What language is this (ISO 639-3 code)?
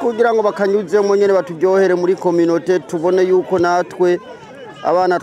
run